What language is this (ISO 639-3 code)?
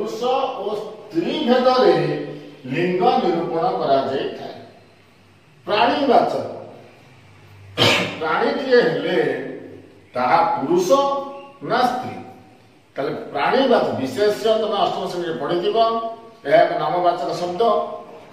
ori